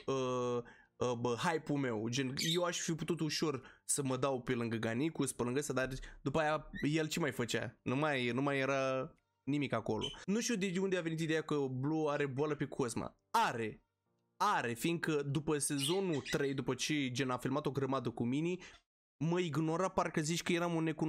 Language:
Romanian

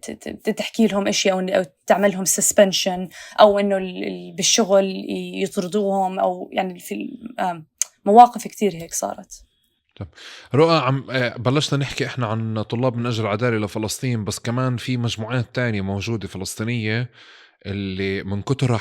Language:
North Levantine Arabic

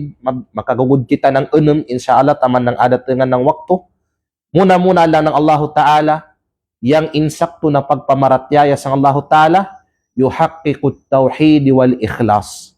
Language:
Kalagan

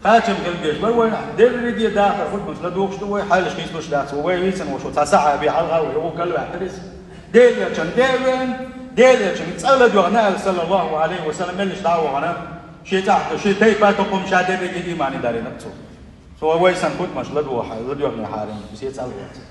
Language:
Chechen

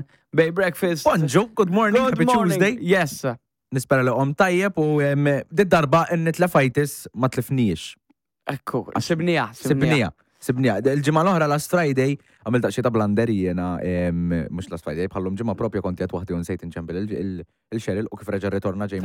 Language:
Maltese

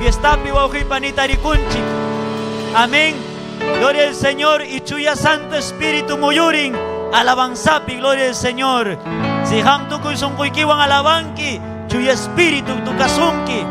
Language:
Ayacucho Quechua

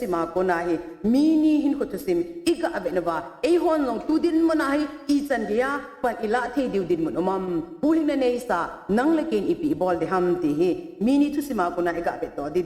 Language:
Thado Chin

